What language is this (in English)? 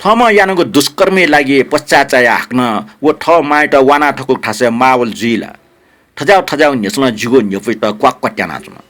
Newari